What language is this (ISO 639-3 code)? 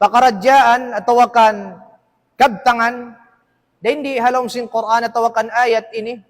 tsg